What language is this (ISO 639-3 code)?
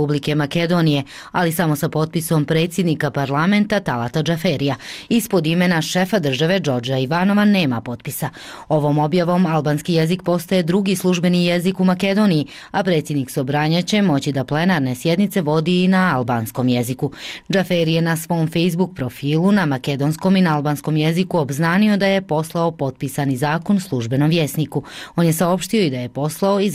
bos